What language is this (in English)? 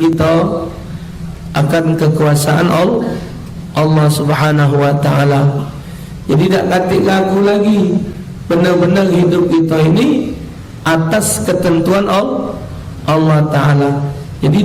Musi